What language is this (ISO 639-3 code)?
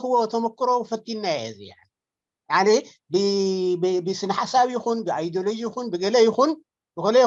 tir